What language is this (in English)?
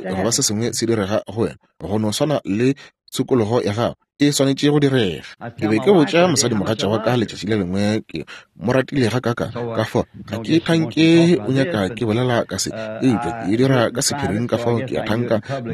Northern Sotho